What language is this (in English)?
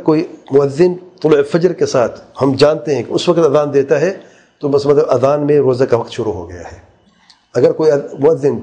Urdu